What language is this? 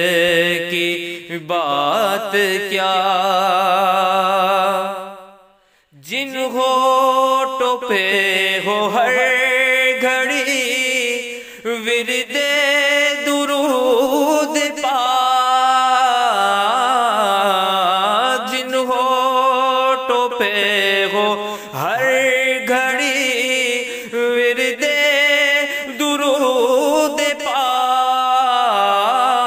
Urdu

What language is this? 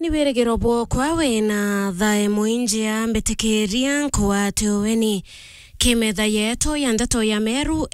Meru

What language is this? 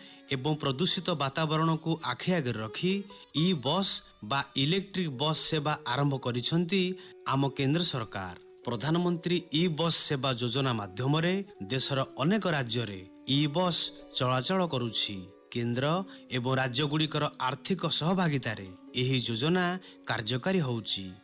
Odia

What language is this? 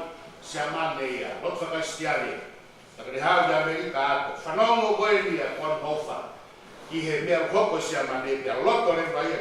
Tongan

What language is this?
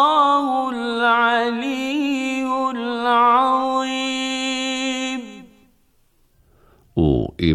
Bosnian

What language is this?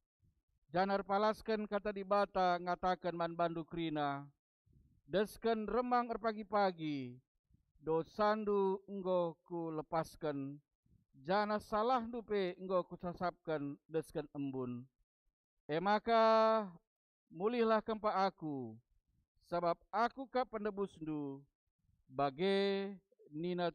Batak Karo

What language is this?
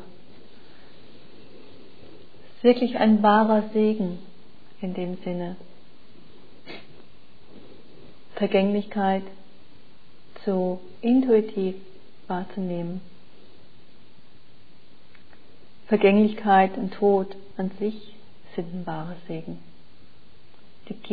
German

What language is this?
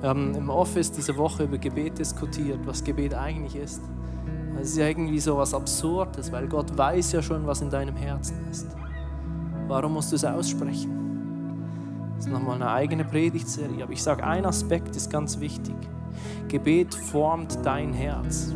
Swiss German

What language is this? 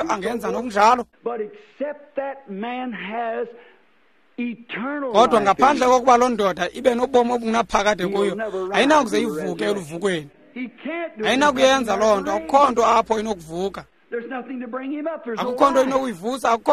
Xhosa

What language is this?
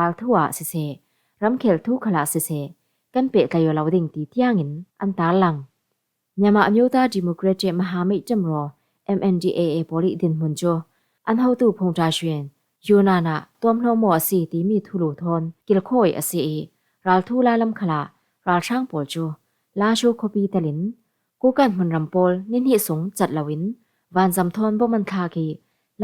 Falam Chin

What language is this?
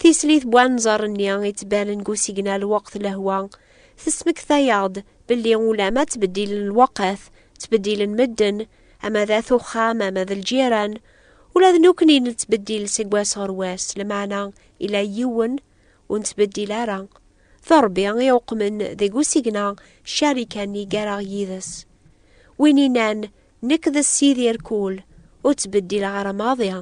Kabyle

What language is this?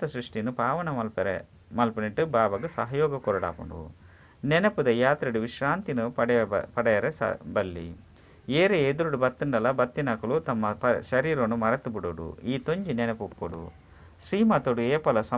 Tulu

